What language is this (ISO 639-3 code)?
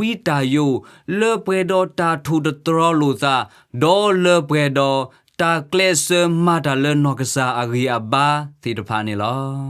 ksw